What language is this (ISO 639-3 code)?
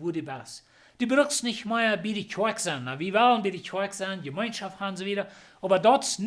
pdt